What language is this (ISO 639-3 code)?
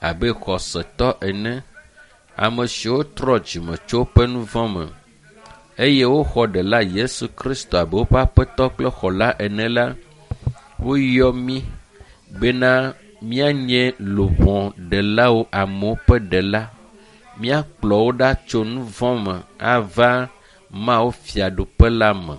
ewe